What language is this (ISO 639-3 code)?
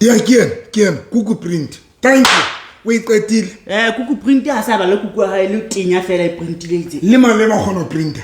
sot